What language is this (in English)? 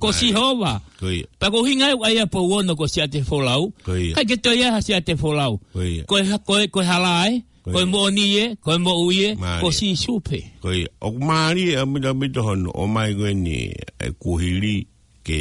Tongan